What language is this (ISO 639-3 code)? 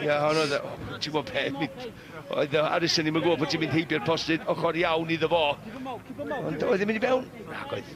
cym